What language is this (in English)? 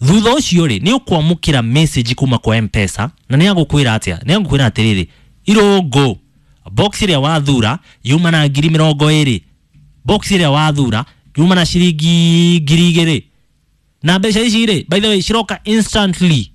Kikuyu